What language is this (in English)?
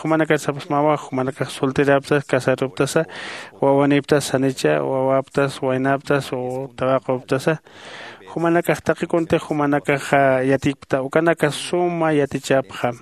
Aymara